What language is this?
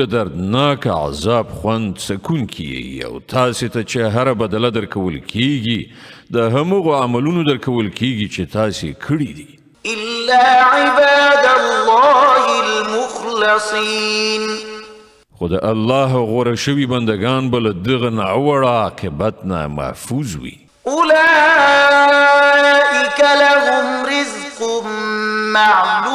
Pashto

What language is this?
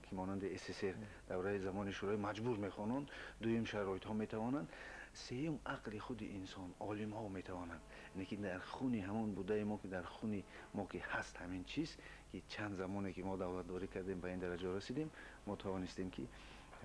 Persian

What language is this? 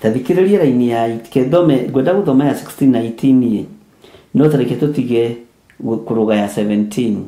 Kikuyu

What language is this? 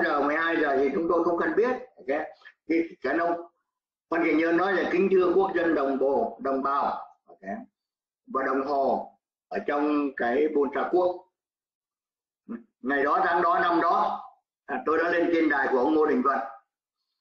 Vietnamese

